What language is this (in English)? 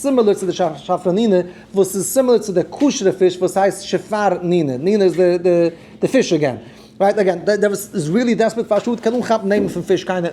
Yiddish